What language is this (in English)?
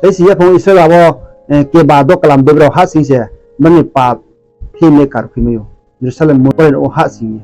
Riang (India)